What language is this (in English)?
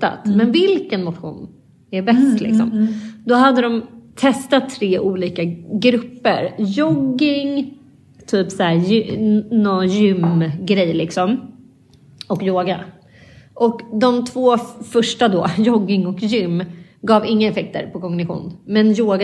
Swedish